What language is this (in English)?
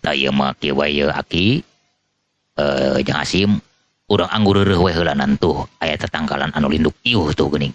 Sundanese